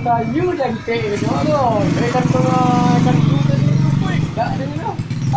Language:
Minangkabau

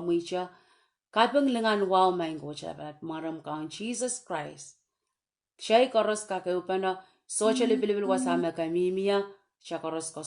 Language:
Pohnpeian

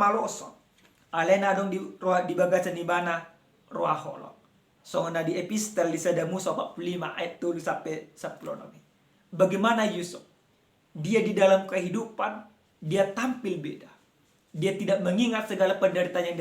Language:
Batak Toba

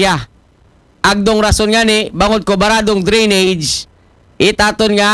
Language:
Aklanon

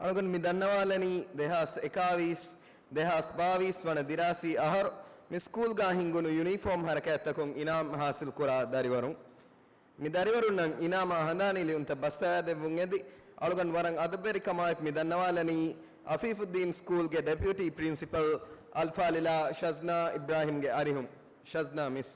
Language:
Divehi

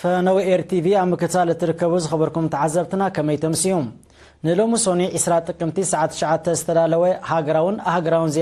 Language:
Tigrinya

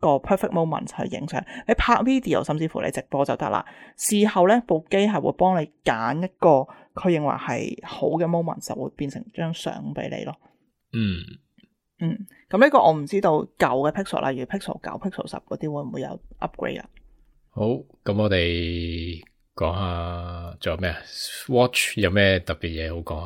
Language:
Cantonese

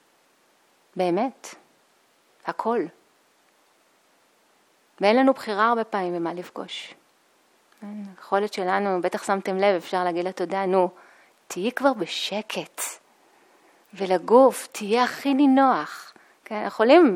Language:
Hebrew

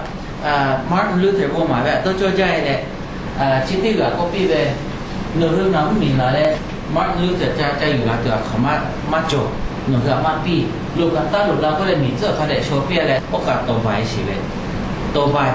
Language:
Lahu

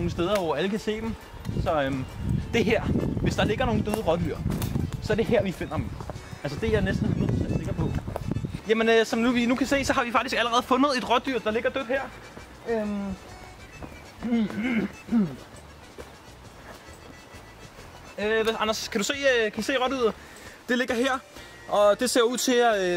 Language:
Danish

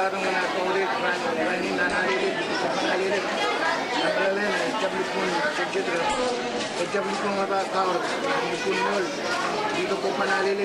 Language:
Marshallese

